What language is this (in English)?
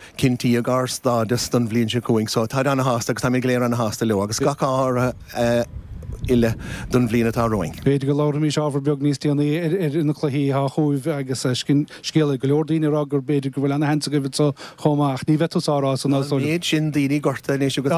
Irish